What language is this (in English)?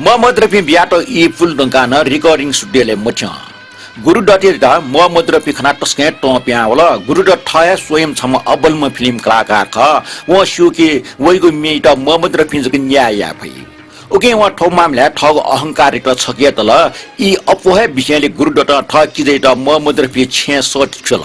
Newari